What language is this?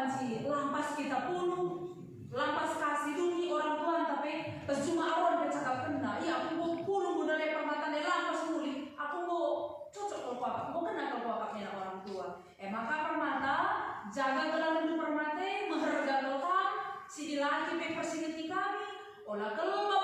Batak Karo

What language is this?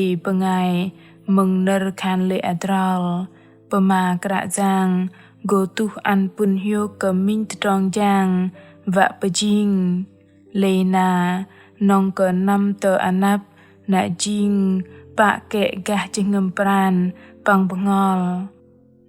Bahnar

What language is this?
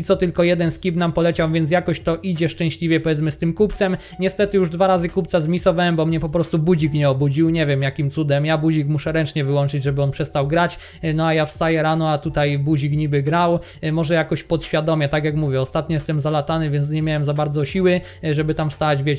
Polish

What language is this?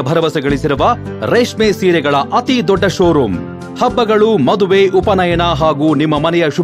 Kannada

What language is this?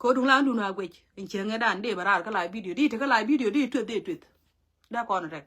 Nuer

